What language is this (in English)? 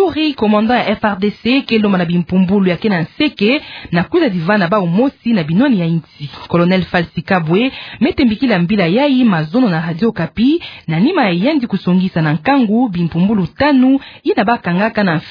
Kituba (Democratic Republic of Congo)